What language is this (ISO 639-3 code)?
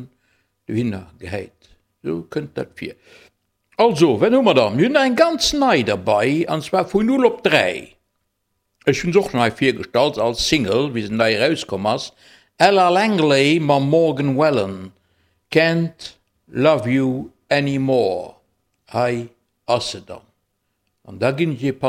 ltz